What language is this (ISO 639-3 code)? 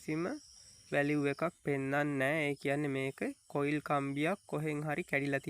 sin